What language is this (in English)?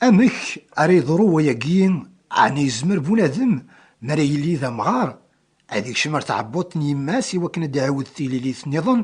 Kabyle